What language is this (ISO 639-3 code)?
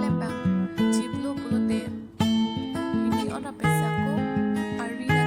mjw